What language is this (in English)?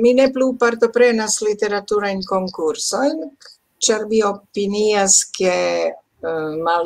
Esperanto